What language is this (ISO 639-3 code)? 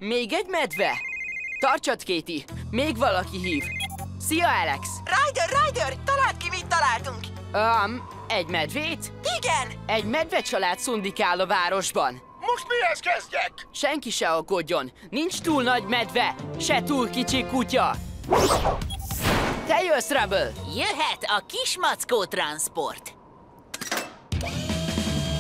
hun